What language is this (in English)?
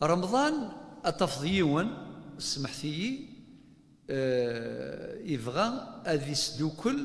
Kabyle